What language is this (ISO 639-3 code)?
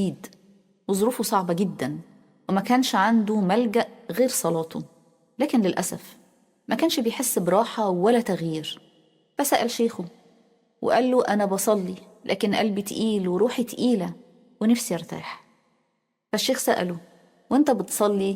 arz